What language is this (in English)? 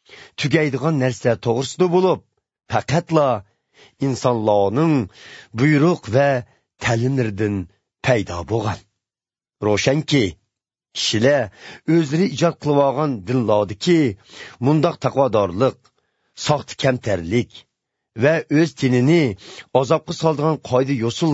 Uyghur